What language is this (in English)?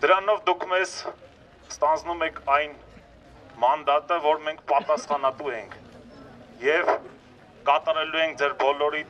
Armenian